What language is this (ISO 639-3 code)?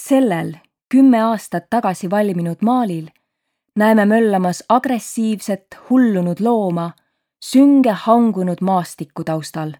est